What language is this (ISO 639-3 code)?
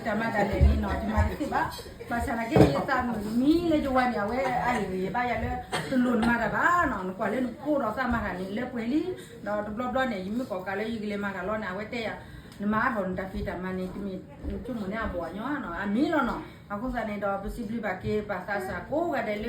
ksw